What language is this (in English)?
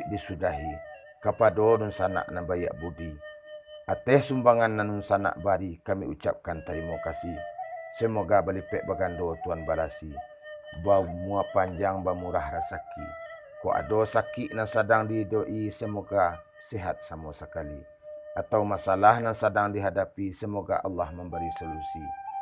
Minangkabau